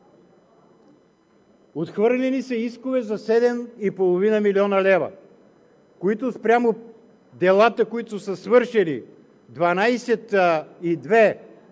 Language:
Bulgarian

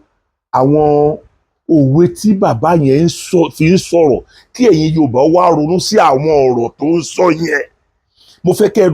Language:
Yoruba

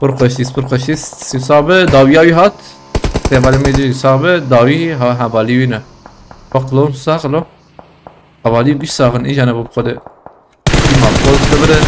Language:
Kurdish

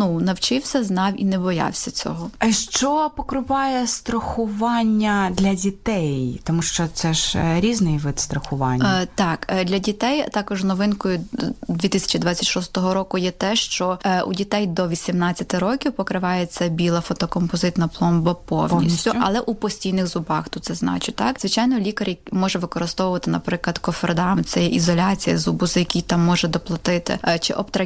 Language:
Ukrainian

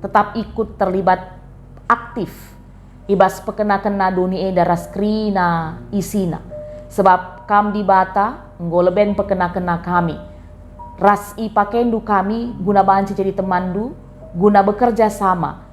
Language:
Batak Karo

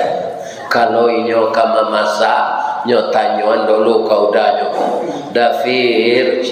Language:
Minangkabau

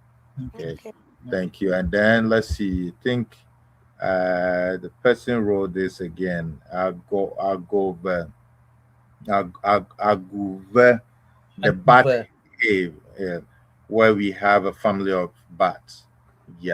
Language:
Ewe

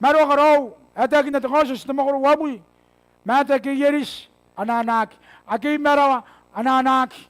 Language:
Gilbertese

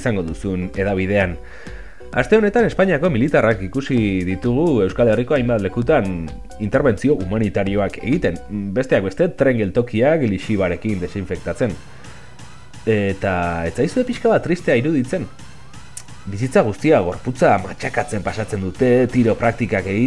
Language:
Basque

